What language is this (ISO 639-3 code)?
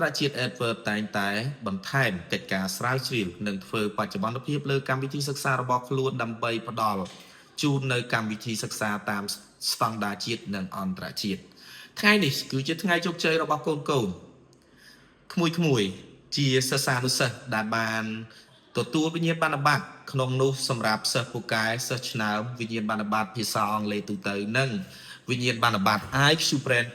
khm